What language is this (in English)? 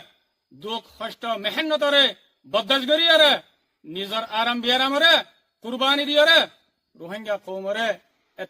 Rohingya